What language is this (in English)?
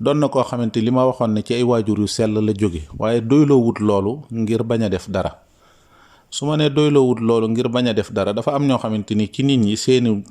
Wolof